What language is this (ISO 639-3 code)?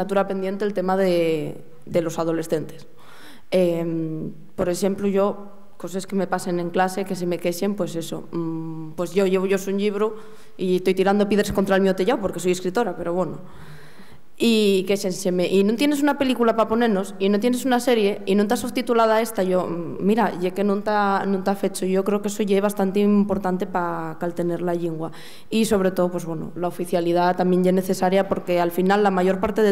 ast